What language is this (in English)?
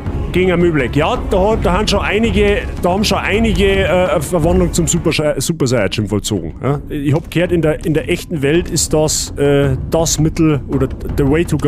Bavarian